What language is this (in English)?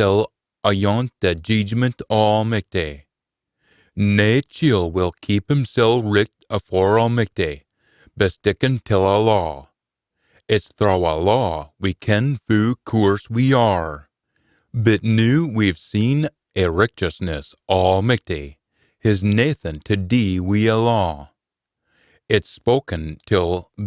Scots